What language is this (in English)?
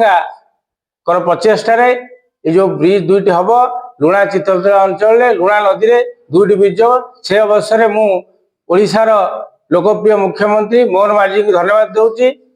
Odia